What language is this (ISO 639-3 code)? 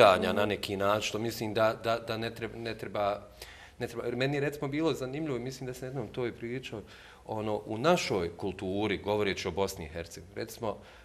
bos